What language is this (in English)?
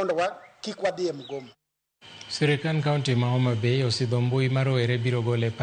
Luo (Kenya and Tanzania)